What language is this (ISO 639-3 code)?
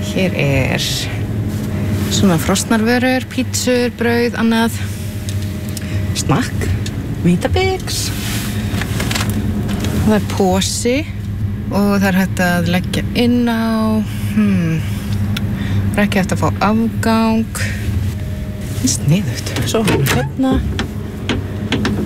isl